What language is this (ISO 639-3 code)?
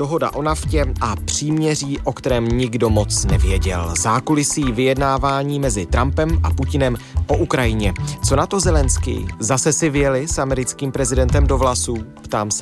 ces